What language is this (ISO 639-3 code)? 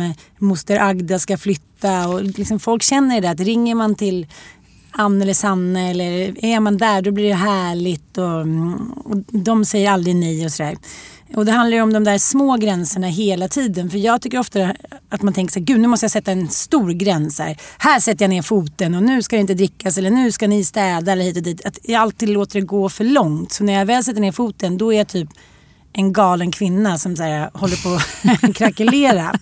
swe